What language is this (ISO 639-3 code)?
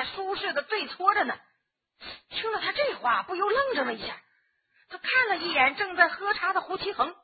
zho